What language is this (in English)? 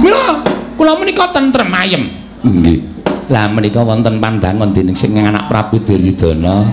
Javanese